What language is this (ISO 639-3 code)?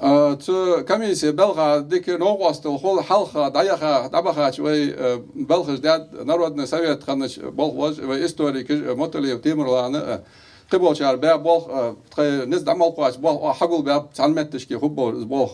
inh